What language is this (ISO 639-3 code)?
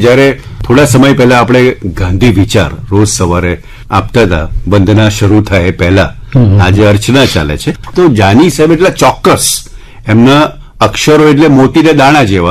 guj